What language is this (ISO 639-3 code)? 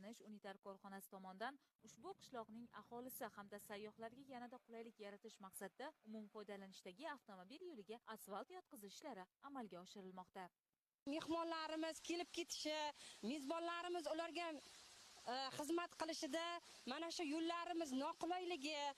uzb